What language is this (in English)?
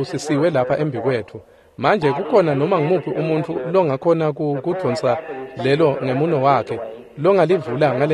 Swati